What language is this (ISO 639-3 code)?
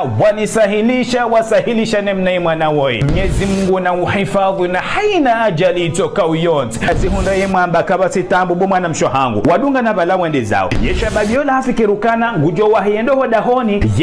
zdj